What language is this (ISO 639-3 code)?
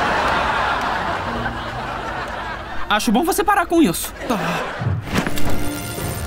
por